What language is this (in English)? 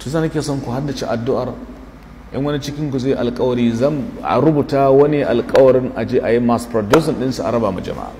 Hausa